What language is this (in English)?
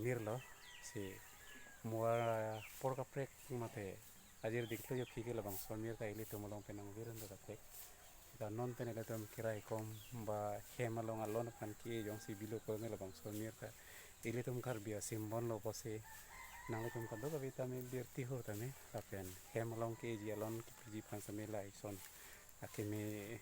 Karbi